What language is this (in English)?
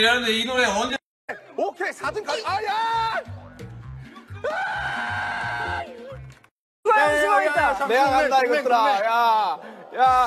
Korean